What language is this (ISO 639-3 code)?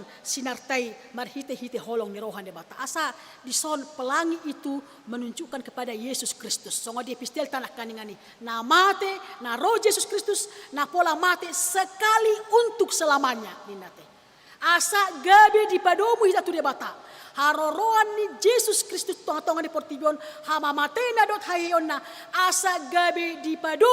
bbc